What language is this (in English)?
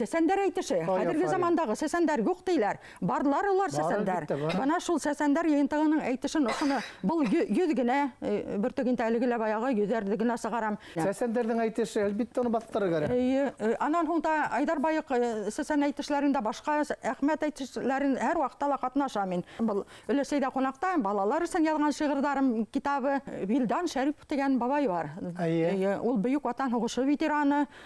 Bashkir